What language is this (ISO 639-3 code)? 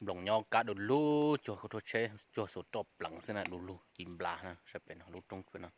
hmn